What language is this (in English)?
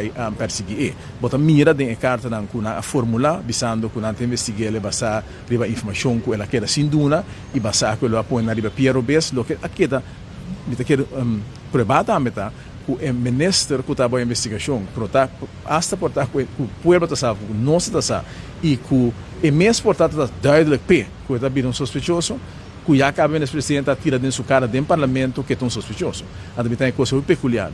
Papiamento